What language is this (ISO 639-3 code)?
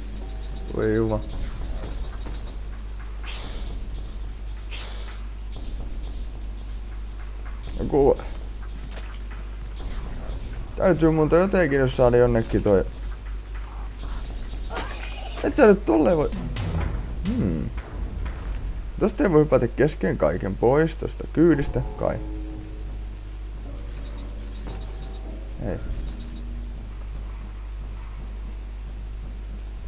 fin